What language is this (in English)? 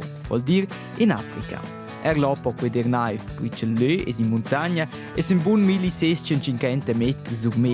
Romansh